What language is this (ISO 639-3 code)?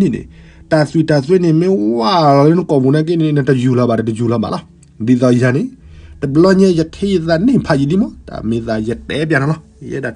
ksw